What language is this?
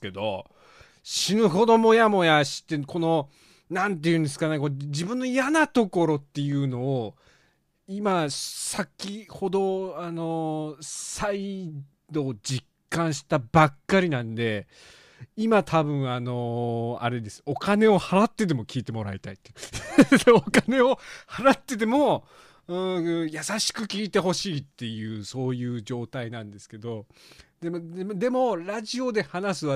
Japanese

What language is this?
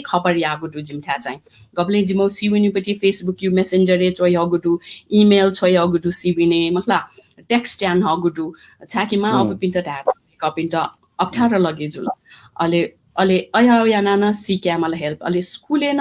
Newari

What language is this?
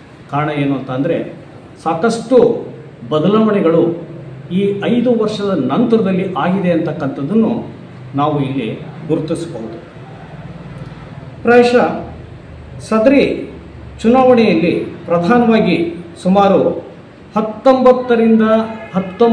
Kannada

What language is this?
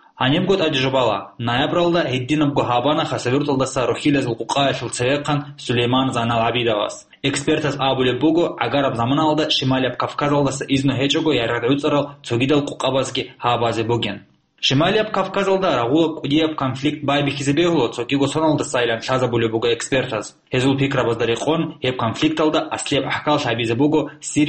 Avaric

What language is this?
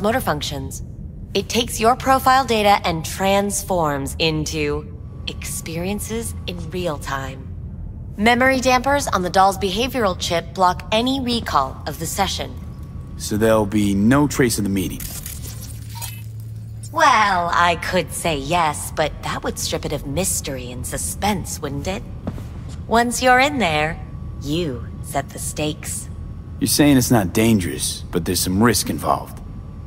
English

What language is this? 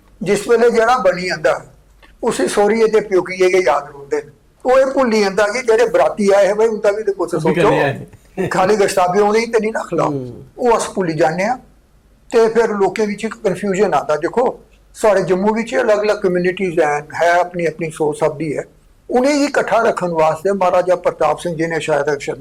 Dogri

